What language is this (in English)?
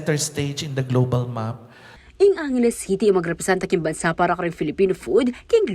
Pampanga